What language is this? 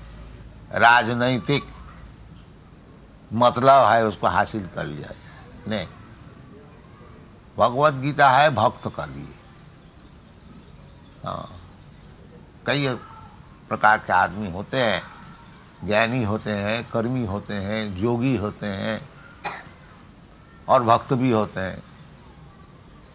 Hindi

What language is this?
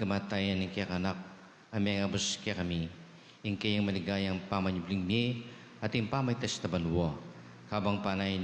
Pampanga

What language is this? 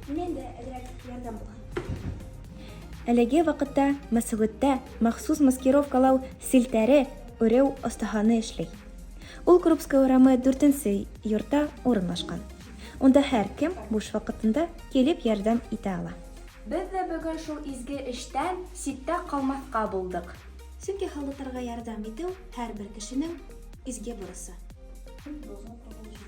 Bashkir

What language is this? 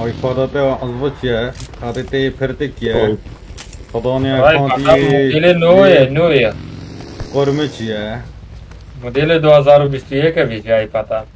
Kurdish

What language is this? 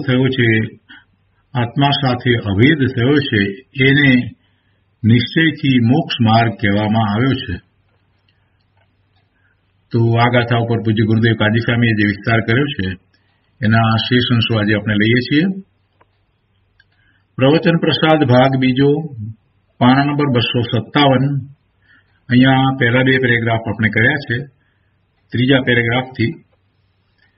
Gujarati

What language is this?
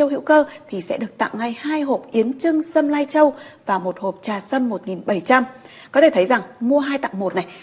Vietnamese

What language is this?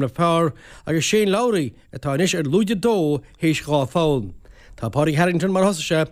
Irish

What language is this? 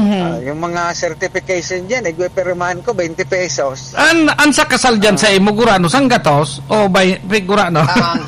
Bikol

